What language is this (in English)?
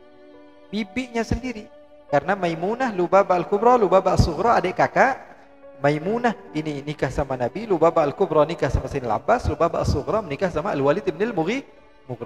Indonesian